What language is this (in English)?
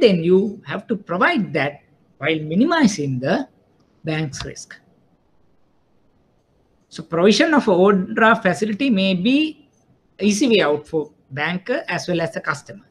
English